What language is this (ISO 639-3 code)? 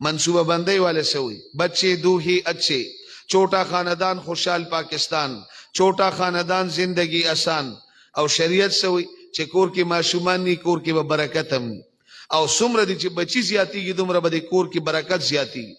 pus